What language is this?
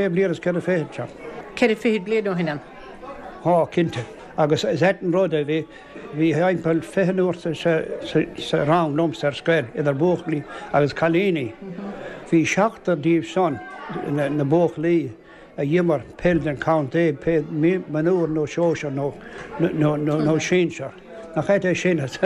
Irish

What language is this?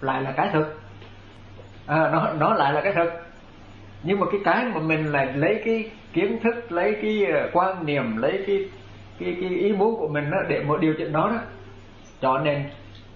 Vietnamese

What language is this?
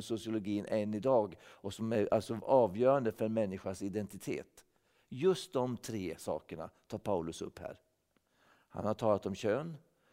Swedish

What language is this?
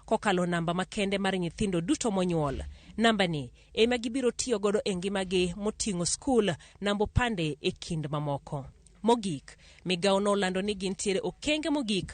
Luo (Kenya and Tanzania)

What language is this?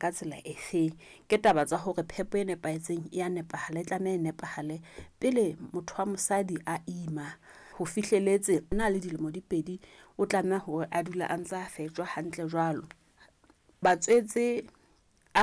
Southern Sotho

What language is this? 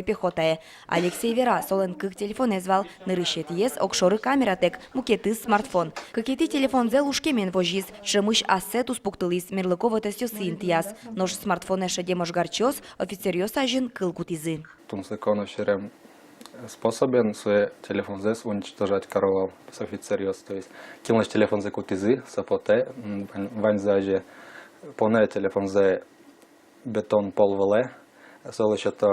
Udmurt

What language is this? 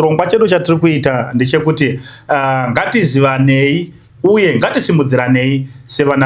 Shona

